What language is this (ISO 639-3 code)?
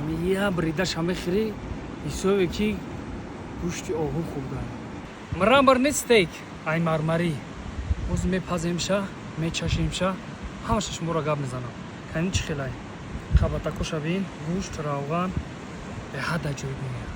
tgk